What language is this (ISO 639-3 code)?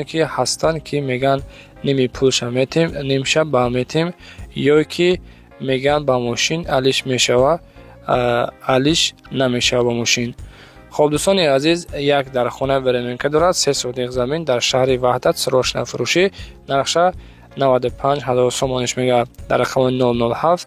tgk